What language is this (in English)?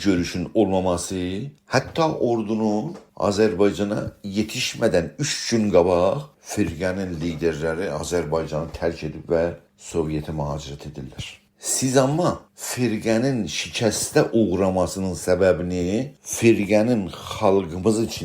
South Azerbaijani